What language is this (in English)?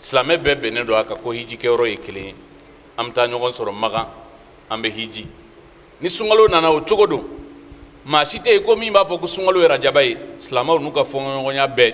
Bambara